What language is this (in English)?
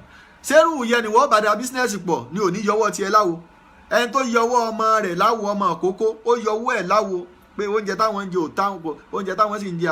Yoruba